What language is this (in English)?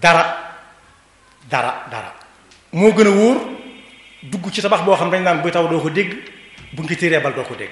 Wolof